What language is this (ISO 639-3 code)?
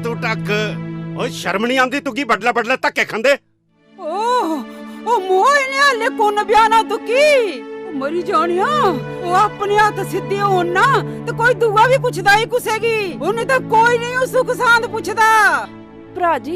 doi